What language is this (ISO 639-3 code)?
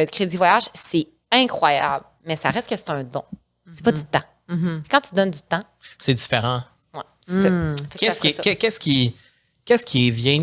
fra